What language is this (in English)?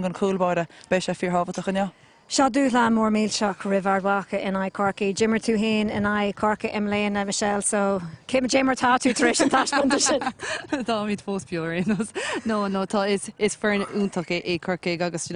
Irish